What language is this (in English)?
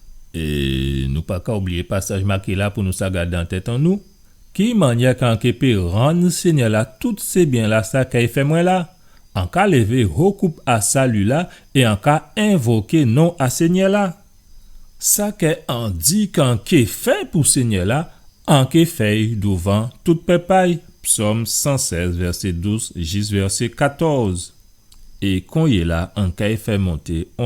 Guadeloupean Creole French